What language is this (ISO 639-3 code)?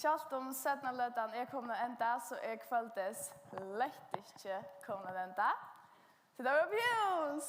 fao